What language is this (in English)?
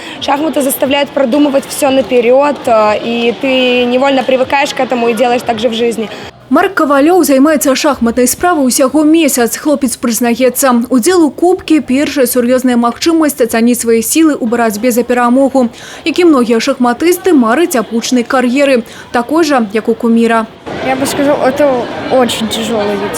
Belarusian